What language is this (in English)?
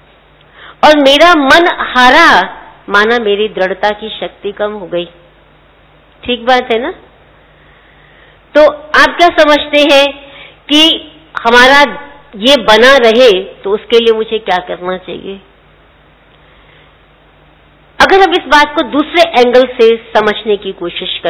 Hindi